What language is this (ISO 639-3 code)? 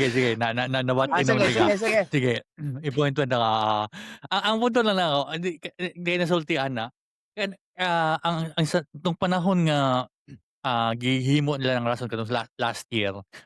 ceb